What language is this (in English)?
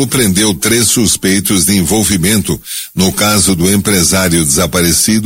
Portuguese